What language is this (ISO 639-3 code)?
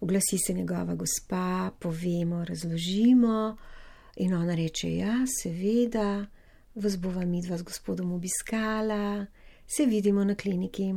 slv